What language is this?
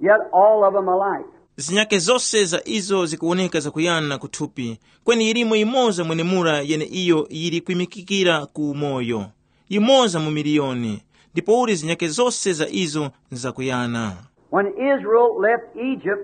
Tumbuka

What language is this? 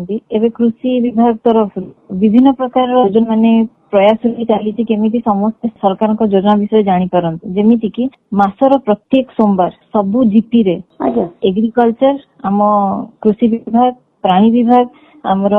Odia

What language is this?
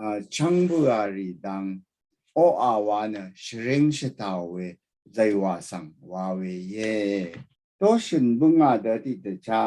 Rawang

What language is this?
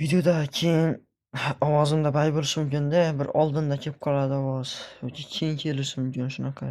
Uzbek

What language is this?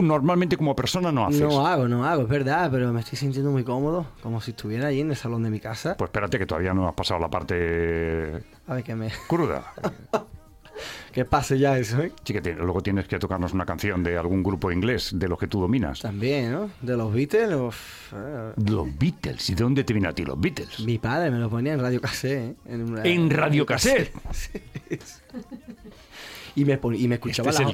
Spanish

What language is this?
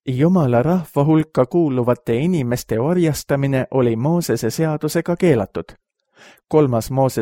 Estonian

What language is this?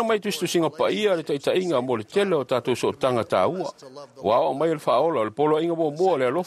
Samoan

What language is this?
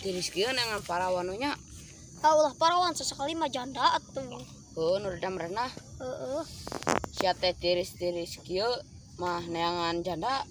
Sundanese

